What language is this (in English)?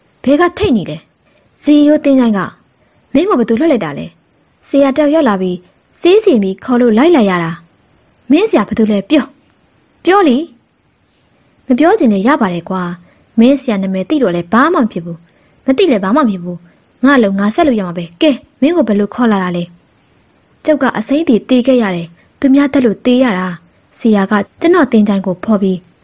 Burmese